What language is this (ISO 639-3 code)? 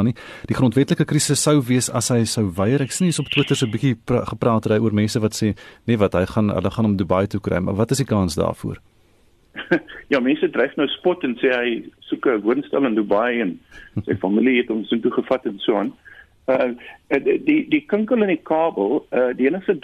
afr